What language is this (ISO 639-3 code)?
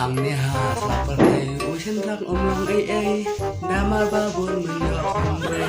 kha